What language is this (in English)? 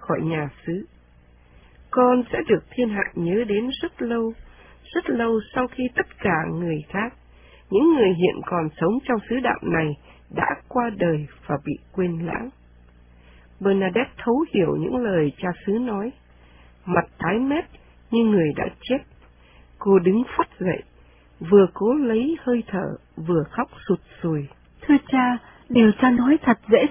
Vietnamese